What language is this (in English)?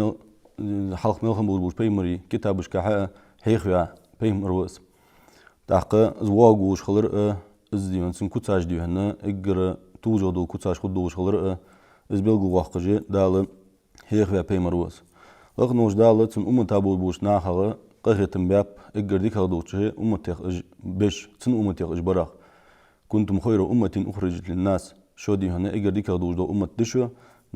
Ingush